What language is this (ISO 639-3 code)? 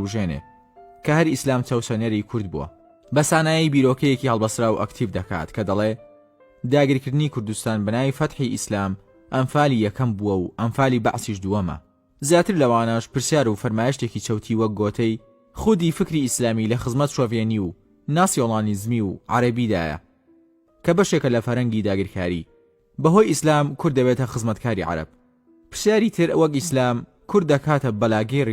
ckb